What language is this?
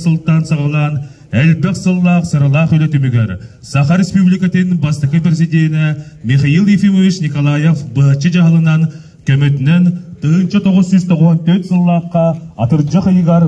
Yakut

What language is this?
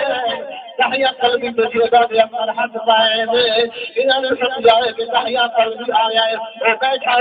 Saraiki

